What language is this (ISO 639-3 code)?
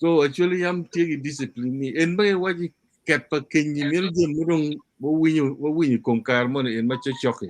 ach